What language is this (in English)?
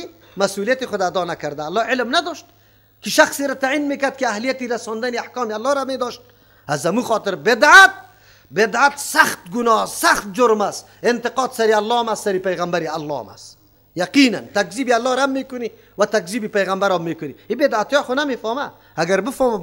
Persian